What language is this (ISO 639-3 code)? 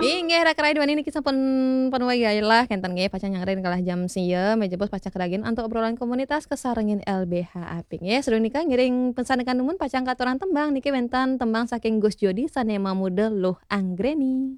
ban